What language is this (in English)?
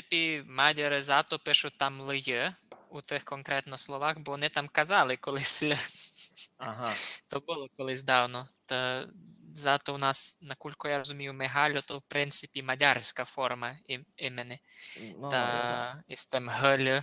Rusyn